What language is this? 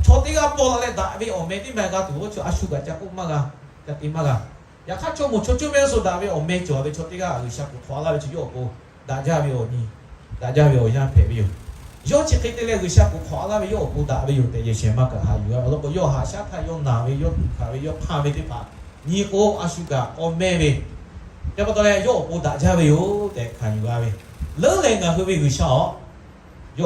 Lahu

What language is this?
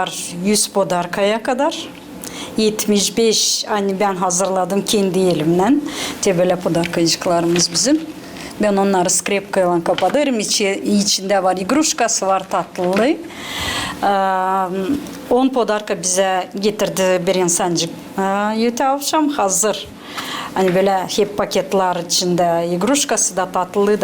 Gagauz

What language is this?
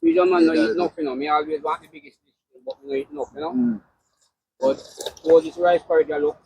Jamaican Creole English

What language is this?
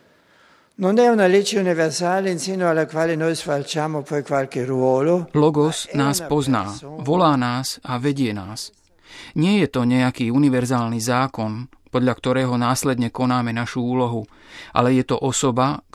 Slovak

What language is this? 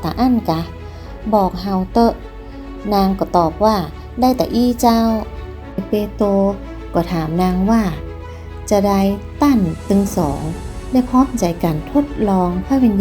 Northern Thai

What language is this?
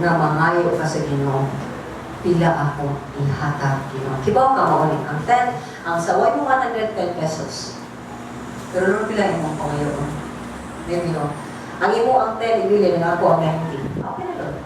Cebuano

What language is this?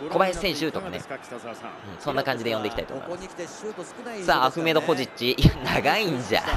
Japanese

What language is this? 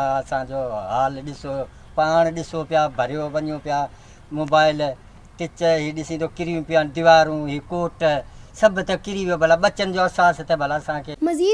Sindhi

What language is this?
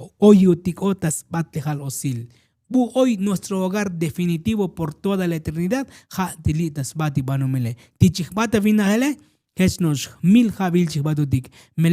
Tzotzil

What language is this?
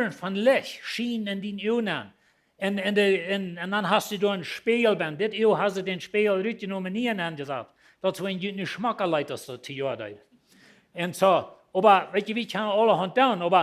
Plautdietsch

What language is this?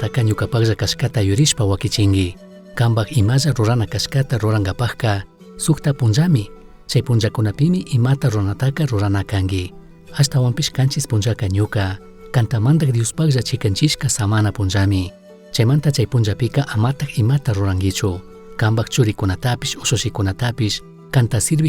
Chimborazo Highland Quichua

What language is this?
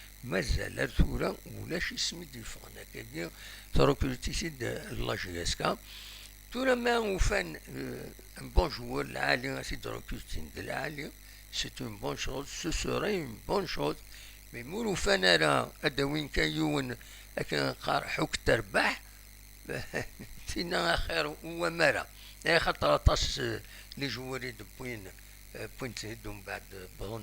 Kabyle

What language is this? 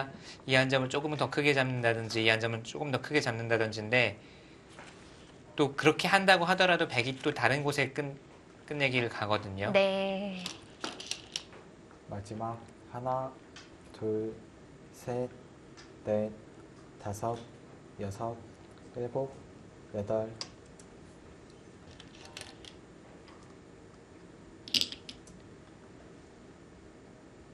Korean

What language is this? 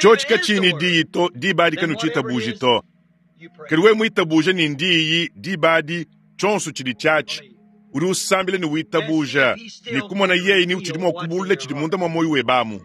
Luba-Lulua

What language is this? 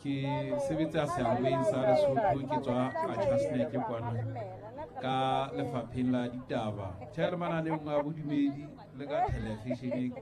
Southern Sotho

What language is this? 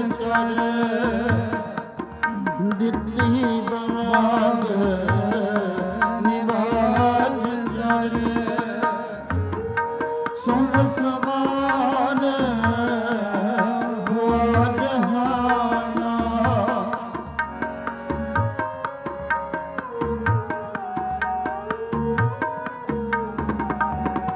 Punjabi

